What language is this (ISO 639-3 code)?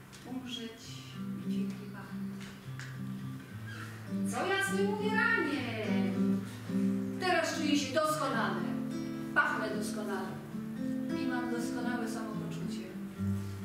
pol